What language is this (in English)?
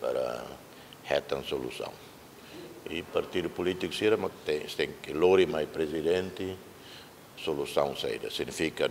Tetum